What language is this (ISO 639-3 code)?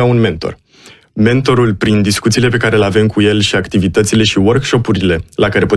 ron